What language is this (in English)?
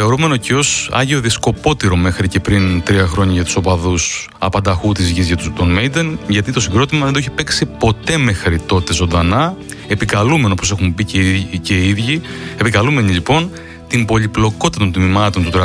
Greek